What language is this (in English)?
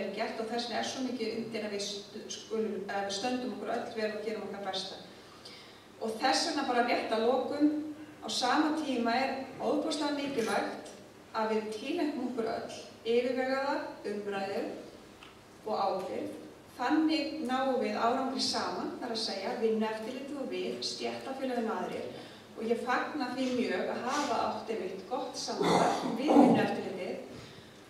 Icelandic